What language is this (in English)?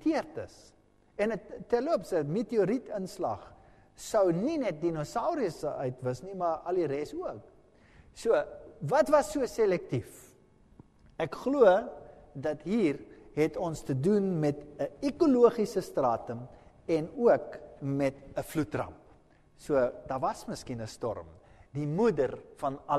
Afrikaans